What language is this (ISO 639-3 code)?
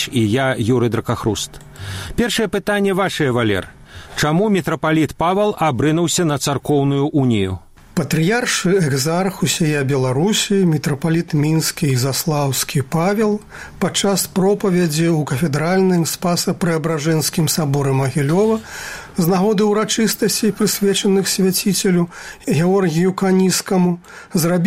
bel